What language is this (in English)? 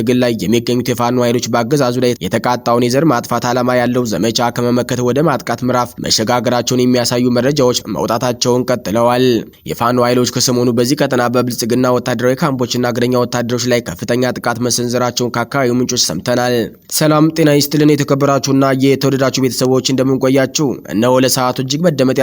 Amharic